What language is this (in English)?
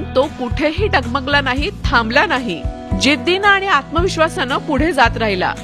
Marathi